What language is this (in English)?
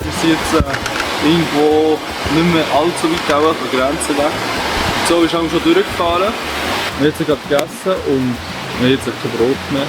Swiss German